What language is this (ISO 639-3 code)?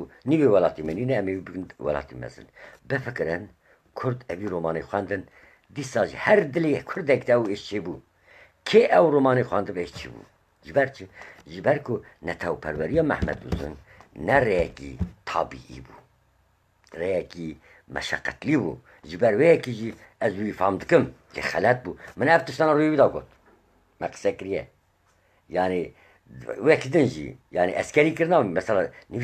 kur